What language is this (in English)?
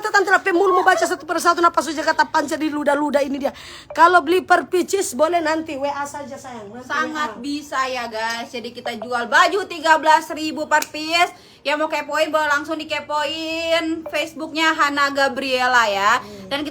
Manado Malay